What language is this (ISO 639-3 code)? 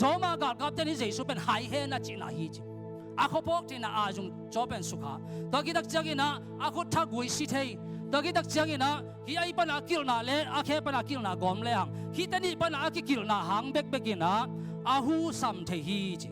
ctd